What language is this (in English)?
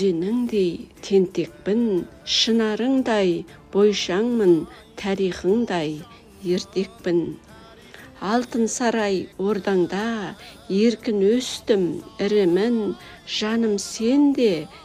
Kazakh